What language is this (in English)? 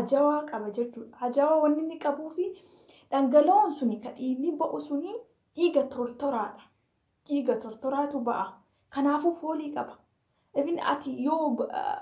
Oromo